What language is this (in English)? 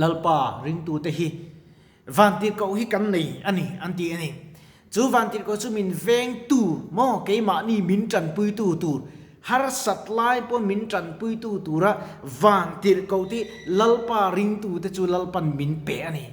Mizo